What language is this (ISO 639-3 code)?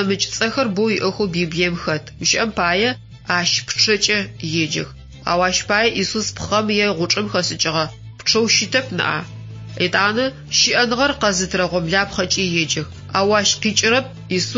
ady